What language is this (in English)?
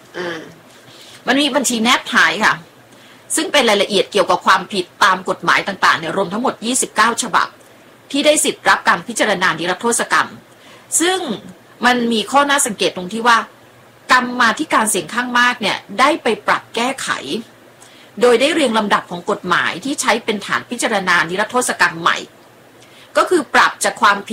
Thai